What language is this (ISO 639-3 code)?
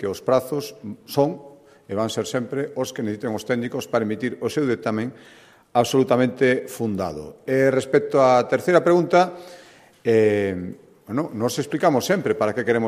glg